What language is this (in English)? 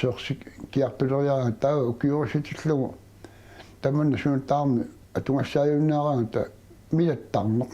Kalaallisut